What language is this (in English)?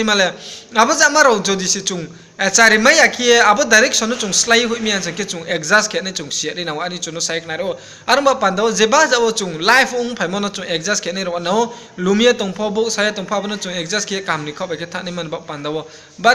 Riang (India)